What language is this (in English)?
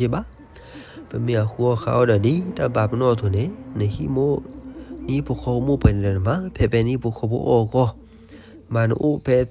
S'gaw Karen